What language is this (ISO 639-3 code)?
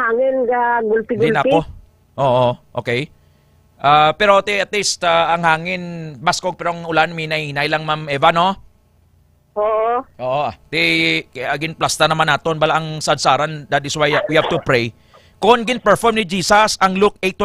hil